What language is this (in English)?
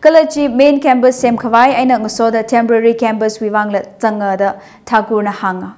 Tangkhul Naga (India)